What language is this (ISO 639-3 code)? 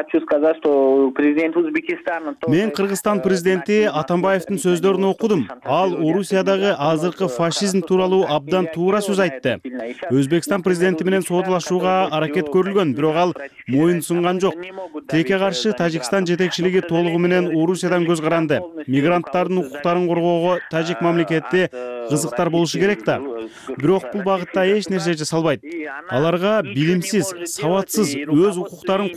kir